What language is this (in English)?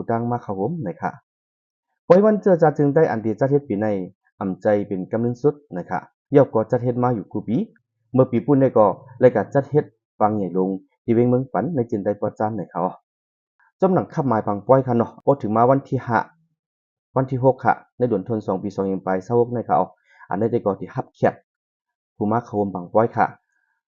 Shan